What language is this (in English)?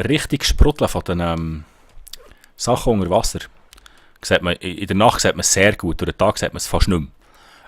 Swiss German